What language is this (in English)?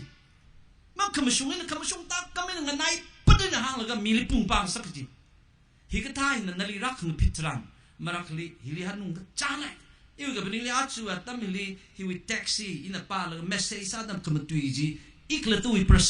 Tangkhul Naga (India)